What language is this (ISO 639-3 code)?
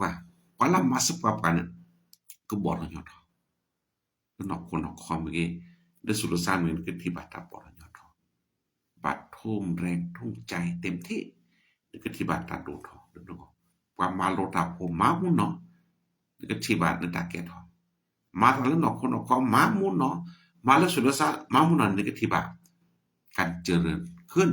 ksw